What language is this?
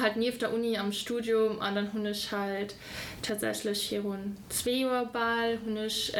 Luxembourgish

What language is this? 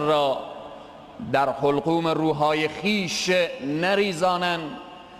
Persian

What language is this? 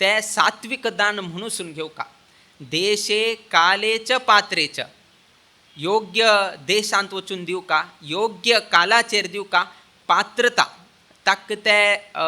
Konkani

